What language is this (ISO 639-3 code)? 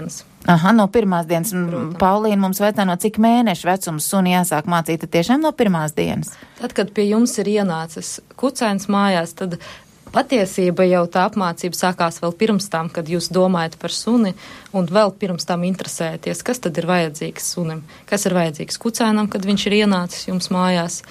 lav